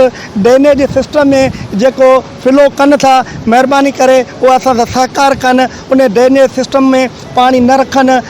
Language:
Sindhi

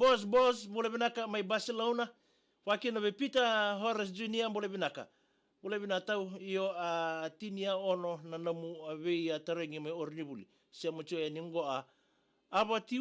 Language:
Fijian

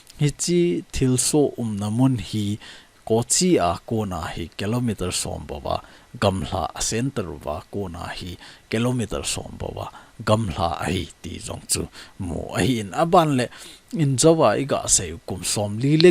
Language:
Thado Chin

